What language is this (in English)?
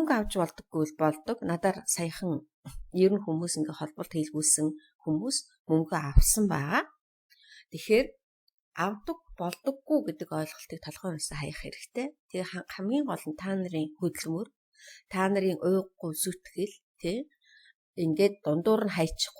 Mongolian